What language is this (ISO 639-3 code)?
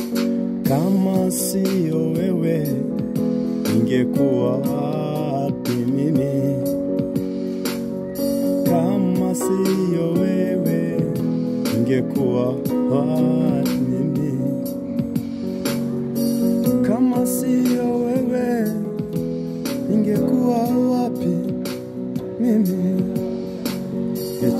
swa